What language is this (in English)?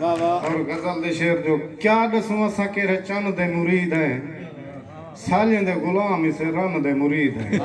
Saraiki